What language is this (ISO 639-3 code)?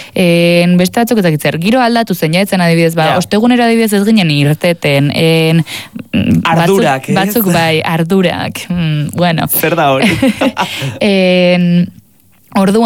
eus